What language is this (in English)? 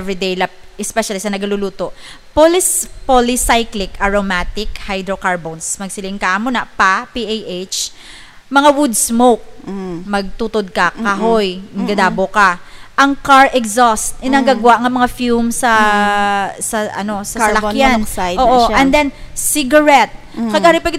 Hiligaynon